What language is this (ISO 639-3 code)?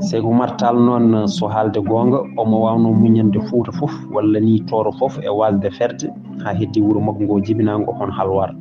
ful